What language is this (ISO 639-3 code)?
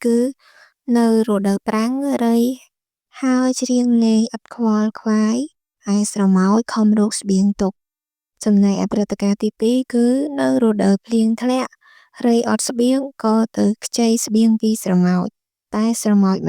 khm